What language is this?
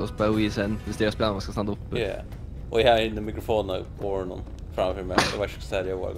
Faroese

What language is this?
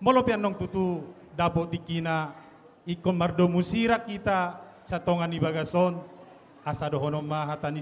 Batak Toba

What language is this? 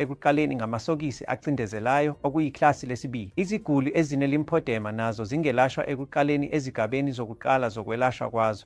Zulu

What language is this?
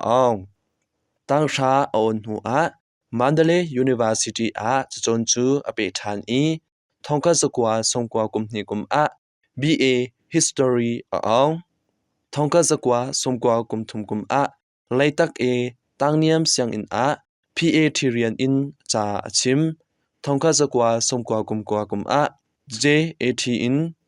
Hakha Chin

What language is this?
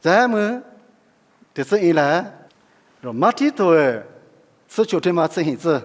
Lisu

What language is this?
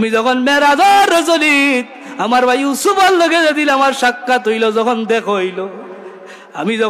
Sylheti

